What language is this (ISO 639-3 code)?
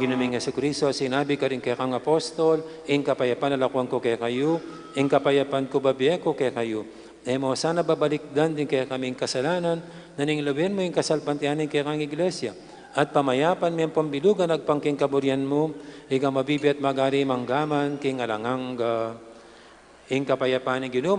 pam